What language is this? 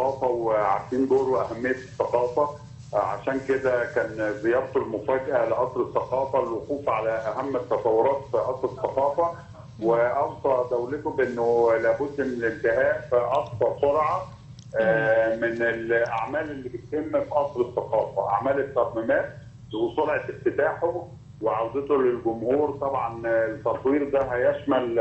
Egyptian Arabic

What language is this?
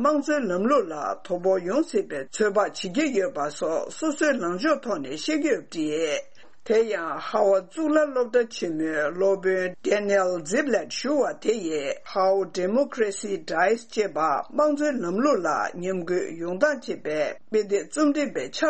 Tibetan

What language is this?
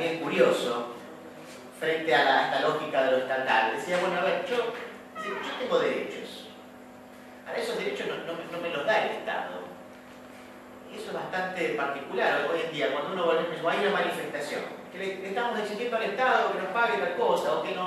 Spanish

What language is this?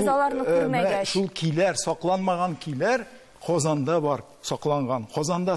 Tatar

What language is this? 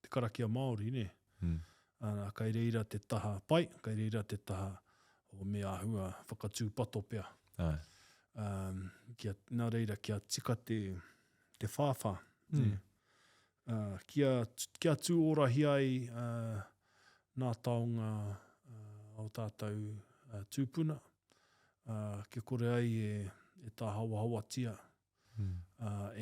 Māori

